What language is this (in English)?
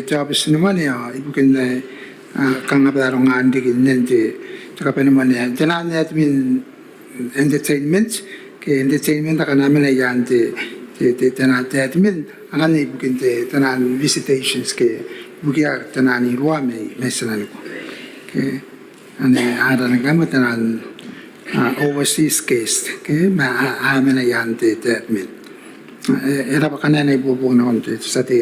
Gilbertese